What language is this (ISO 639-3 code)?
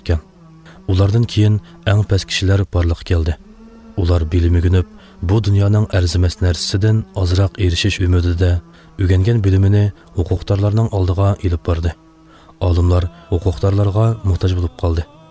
uig